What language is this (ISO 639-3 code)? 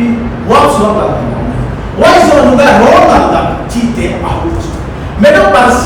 pck